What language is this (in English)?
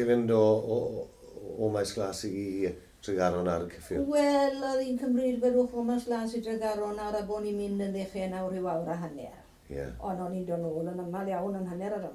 Welsh